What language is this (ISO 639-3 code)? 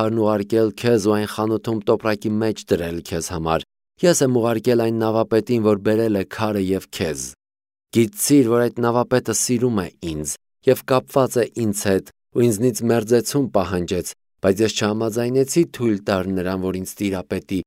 hye